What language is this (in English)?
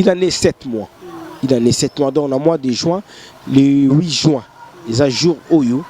Lingala